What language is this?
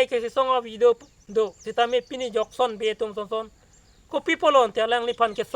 Karbi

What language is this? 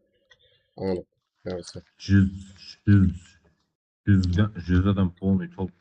Kara-Kalpak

